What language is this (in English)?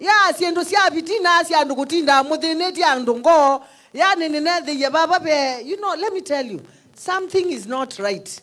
Kamba